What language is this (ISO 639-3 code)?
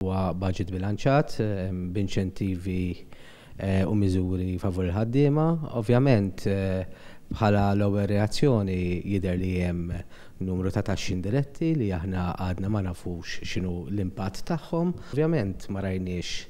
mlt